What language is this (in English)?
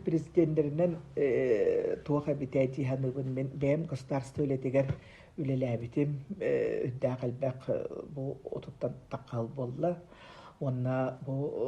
Yakut